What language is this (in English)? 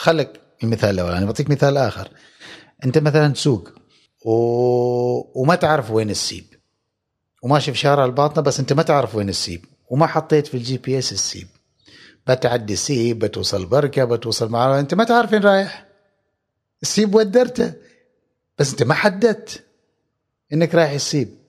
Gulf Arabic